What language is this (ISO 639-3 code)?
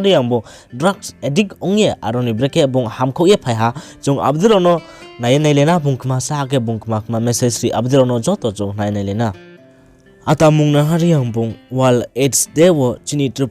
ria